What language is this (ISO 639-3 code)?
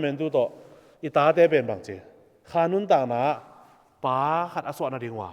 ctd